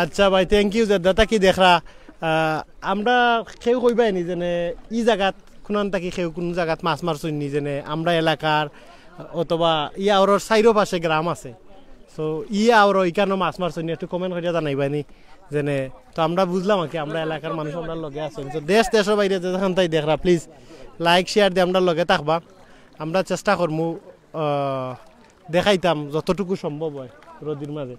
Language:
Sylheti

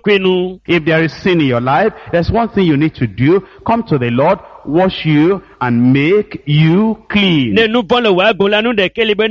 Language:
Ewe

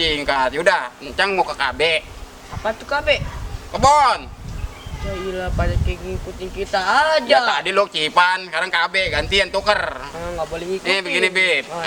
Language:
Betawi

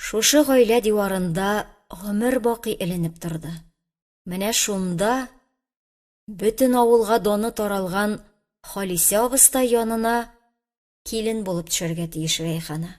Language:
Tatar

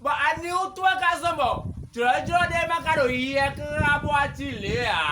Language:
Fon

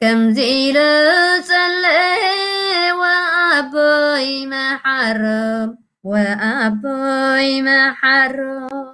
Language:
Tigrinya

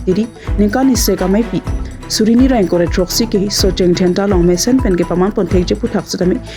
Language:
Karbi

